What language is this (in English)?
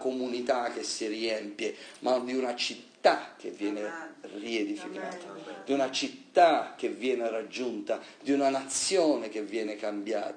Italian